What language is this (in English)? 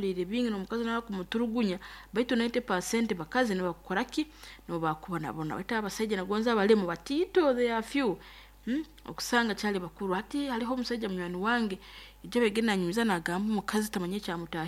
Nyankole